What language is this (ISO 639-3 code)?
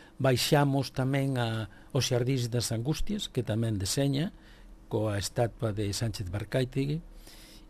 glg